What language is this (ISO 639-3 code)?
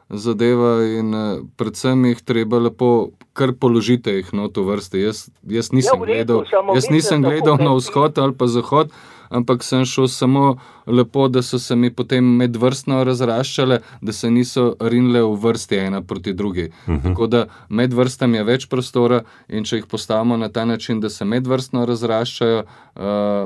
slv